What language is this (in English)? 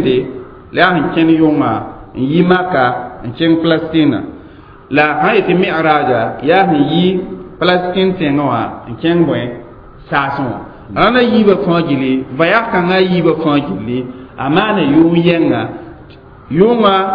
Mossi